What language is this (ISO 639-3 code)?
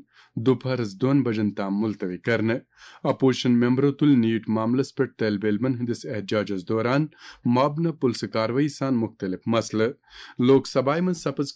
kas